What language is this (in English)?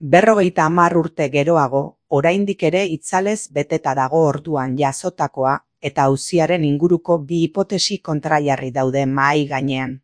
Basque